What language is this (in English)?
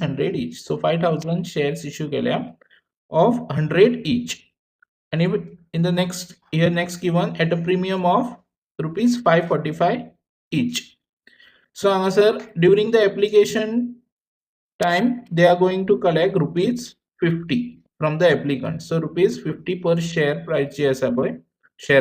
Konkani